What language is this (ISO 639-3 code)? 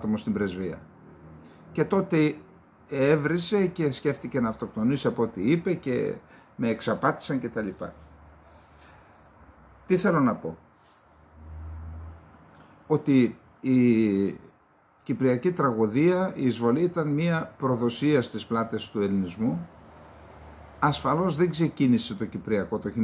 ell